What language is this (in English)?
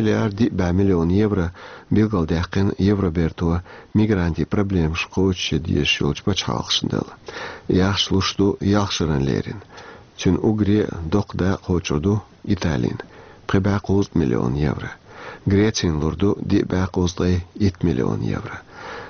Chechen